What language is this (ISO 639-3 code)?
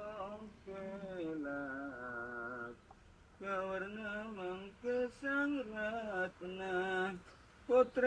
mad